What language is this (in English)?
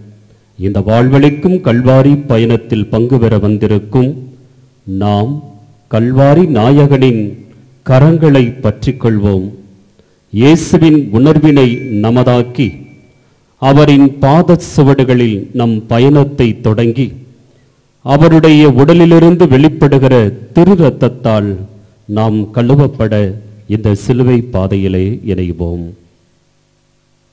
Tamil